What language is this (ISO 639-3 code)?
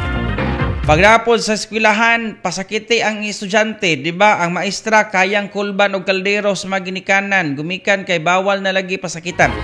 ceb